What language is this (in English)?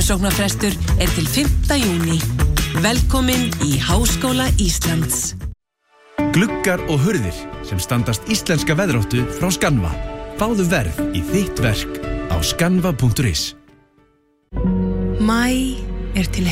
Icelandic